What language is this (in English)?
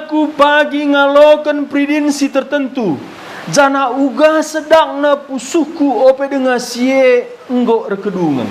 Batak Karo